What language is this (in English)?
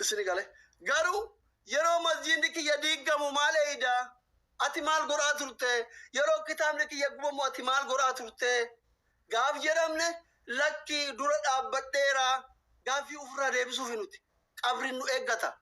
Oromo